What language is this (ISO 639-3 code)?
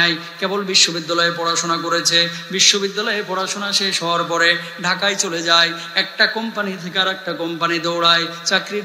ben